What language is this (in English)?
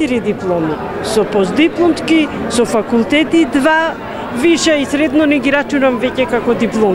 Macedonian